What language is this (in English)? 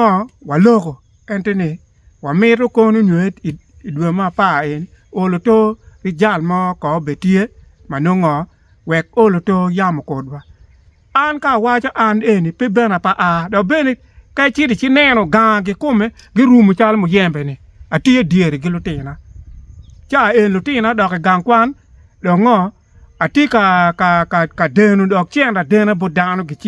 Acoli